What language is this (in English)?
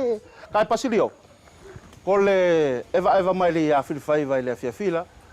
East Futuna